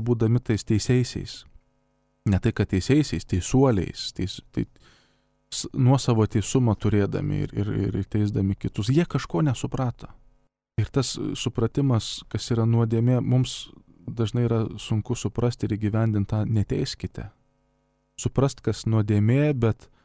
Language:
Lithuanian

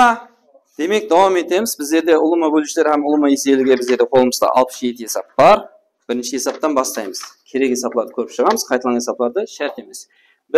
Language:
Kara-Kalpak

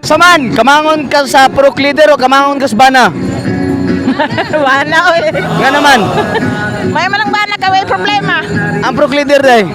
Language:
Cebuano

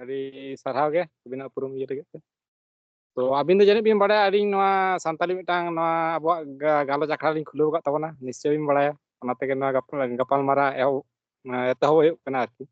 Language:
Santali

